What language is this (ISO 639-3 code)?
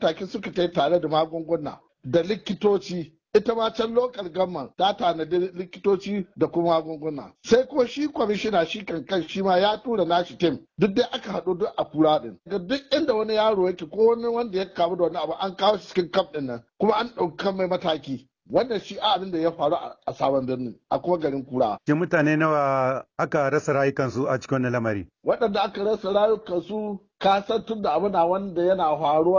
hau